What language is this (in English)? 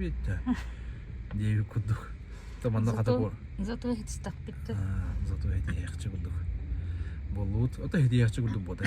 Yakut